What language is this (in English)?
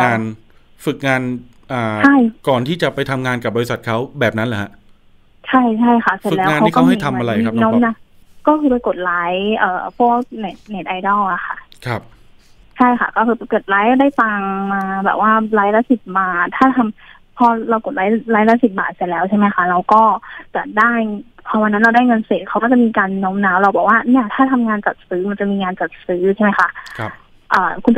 Thai